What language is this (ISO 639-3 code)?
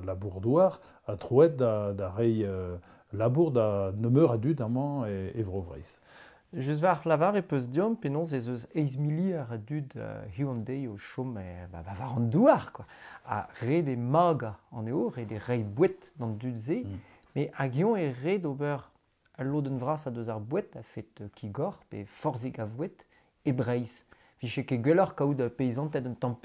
bre